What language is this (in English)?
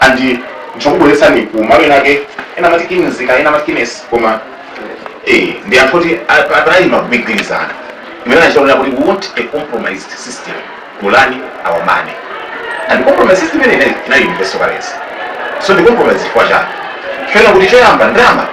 Nyanja